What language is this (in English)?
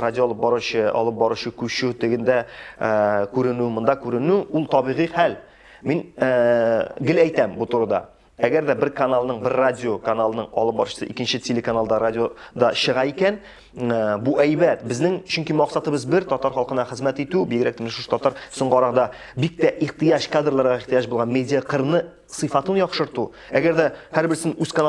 Tatar